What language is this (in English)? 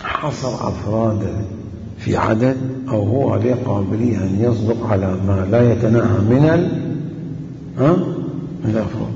Mesopotamian Arabic